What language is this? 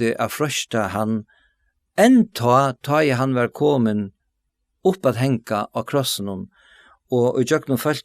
Faroese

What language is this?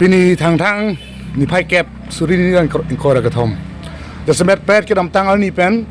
Karbi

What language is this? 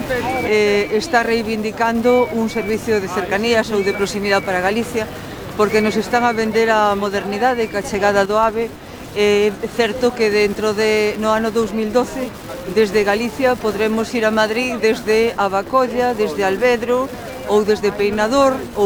Galician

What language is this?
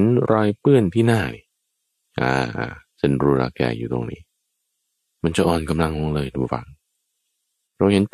Thai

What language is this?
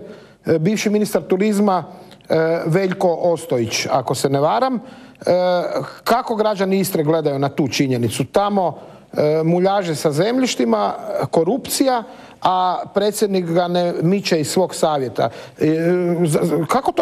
Croatian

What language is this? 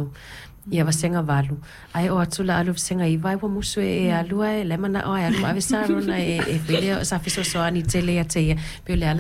Samoan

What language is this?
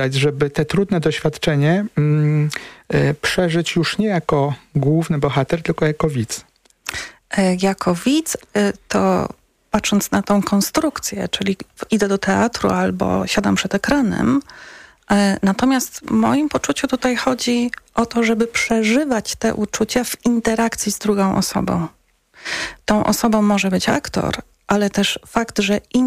Polish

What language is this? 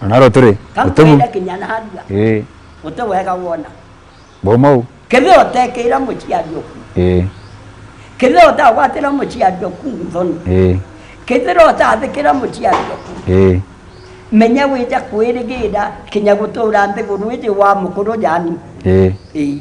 Meru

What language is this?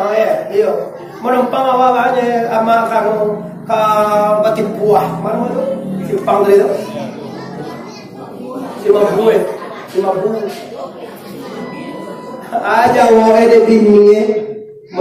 Minangkabau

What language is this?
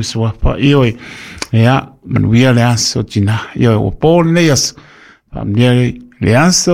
Samoan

